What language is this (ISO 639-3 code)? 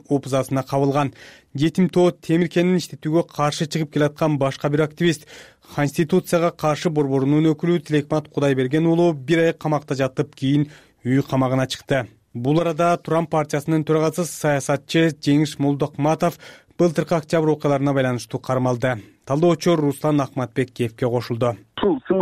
kir